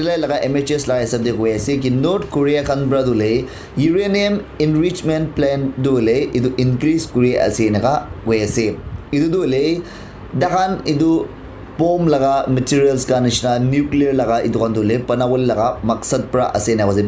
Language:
Naga Pidgin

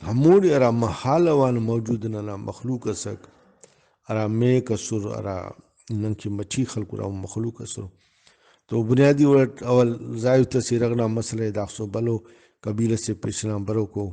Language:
Brahui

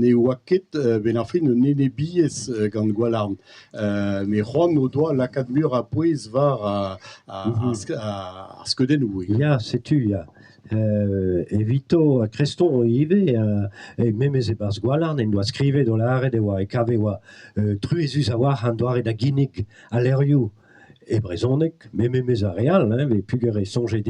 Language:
Breton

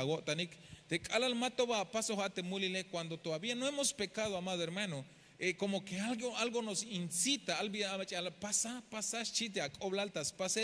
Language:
Tzeltal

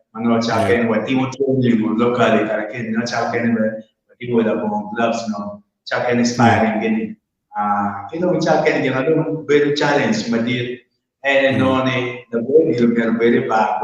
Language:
Acoli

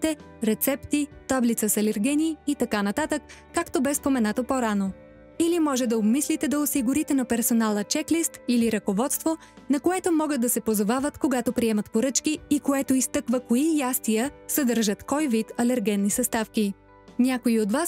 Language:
Bulgarian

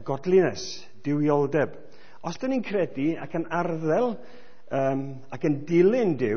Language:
Welsh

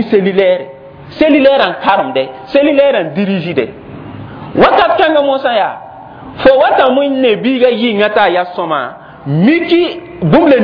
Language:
Mossi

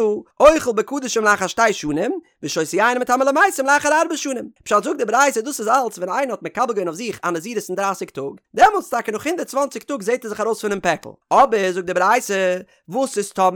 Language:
Yiddish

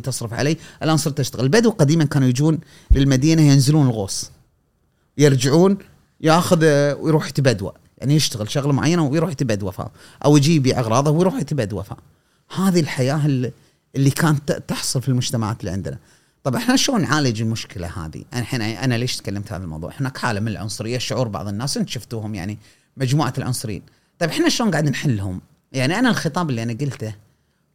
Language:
Gulf Arabic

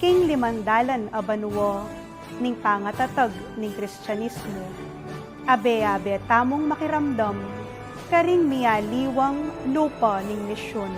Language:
Pampanga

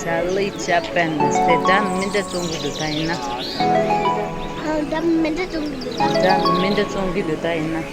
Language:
Tibetan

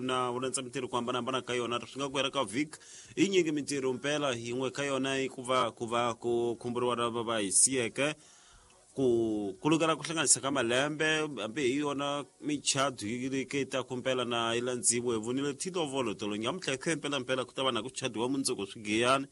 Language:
Tsonga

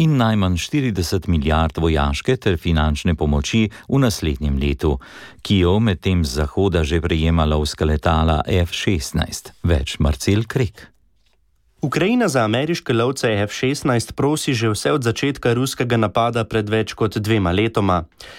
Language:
Slovenian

